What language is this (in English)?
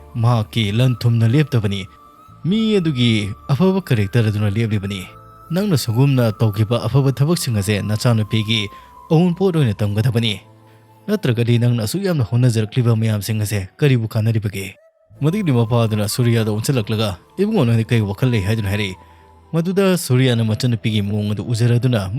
Manipuri